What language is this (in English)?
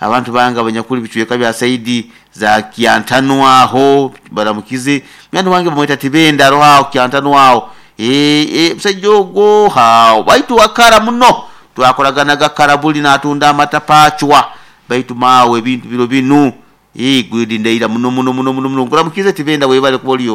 Nyoro